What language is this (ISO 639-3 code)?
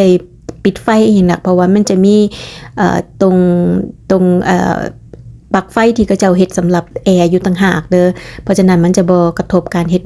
lao